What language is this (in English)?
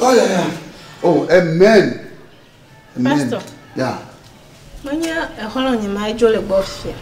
Ewe